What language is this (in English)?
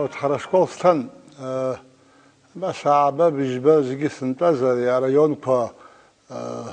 Abkhazian